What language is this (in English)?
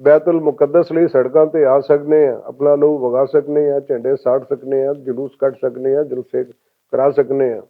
Western Panjabi